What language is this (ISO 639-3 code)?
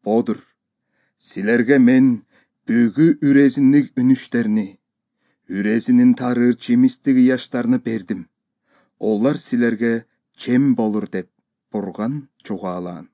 tyv